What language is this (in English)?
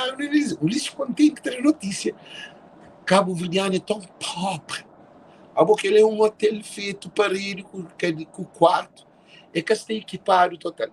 Kabuverdianu